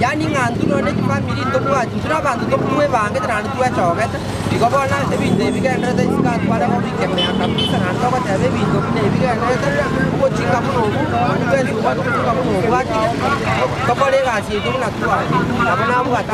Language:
Gusii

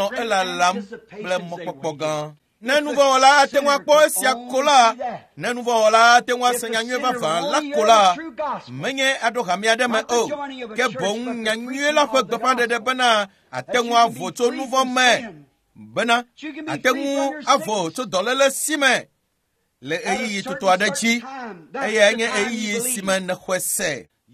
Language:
Ewe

